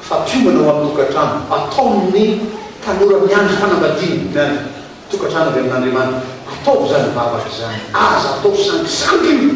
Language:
Malagasy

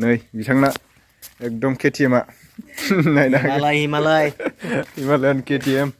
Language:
Bodo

